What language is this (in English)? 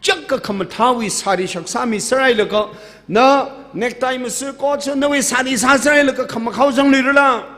Tangkhul Naga (India)